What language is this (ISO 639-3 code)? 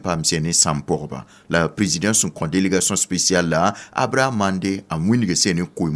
mos